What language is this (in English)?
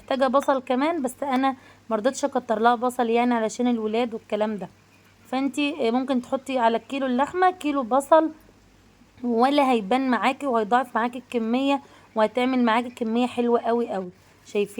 Egyptian Arabic